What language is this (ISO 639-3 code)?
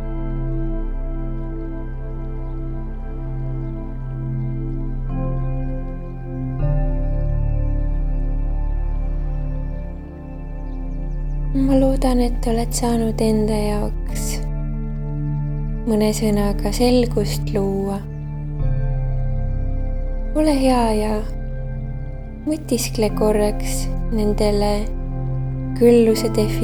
est